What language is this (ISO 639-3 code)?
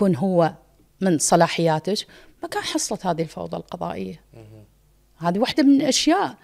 acm